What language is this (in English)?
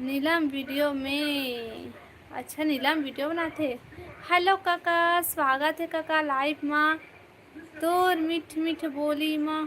Chhattisgarhi